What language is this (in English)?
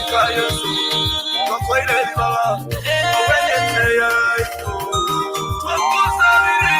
Gusii